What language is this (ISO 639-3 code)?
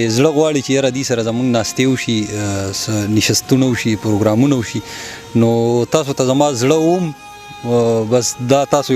pus